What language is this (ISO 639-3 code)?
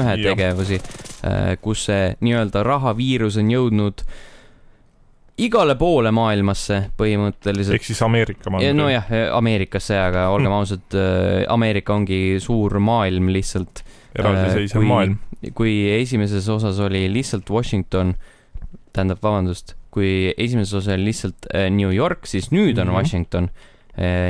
est